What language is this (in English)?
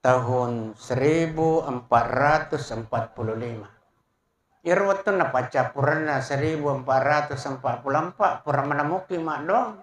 Buginese